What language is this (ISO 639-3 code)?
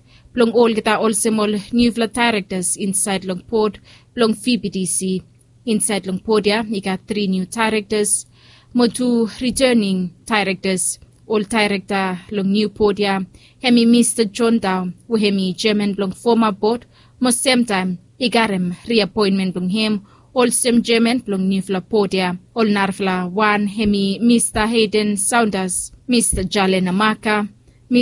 bis